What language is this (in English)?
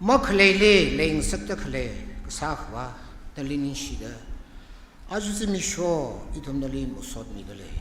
Tangkhul Naga (India)